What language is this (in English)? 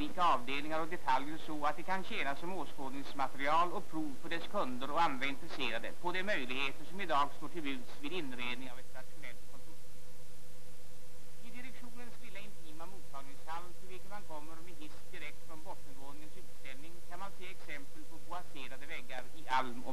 Swedish